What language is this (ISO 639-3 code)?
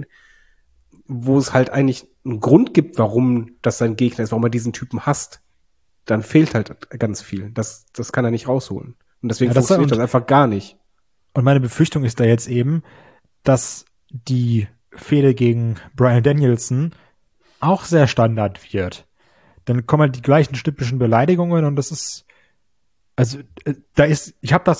deu